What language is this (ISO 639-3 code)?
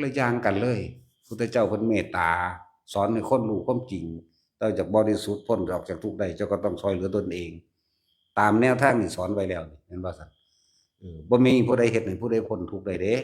tts